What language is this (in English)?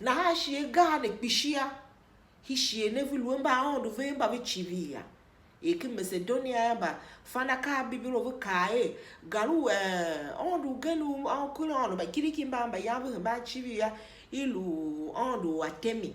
Tiv